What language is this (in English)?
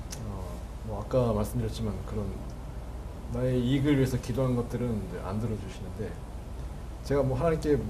Korean